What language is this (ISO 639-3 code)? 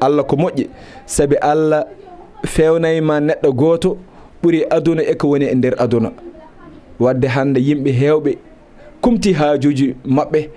ful